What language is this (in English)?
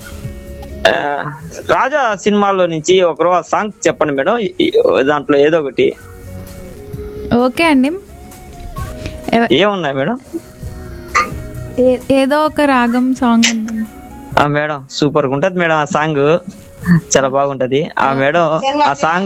Telugu